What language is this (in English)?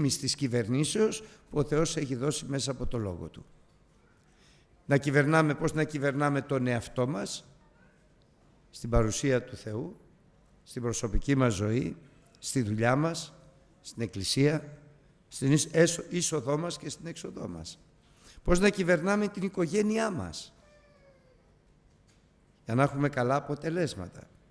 Greek